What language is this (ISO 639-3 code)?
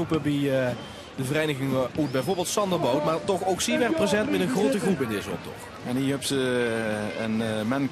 lim